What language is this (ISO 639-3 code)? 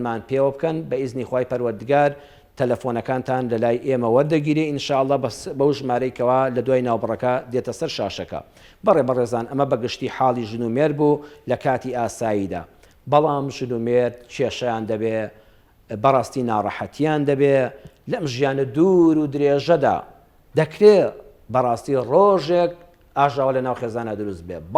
ckb